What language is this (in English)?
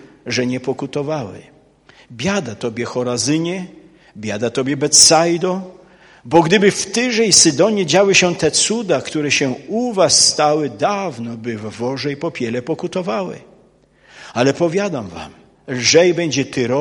Polish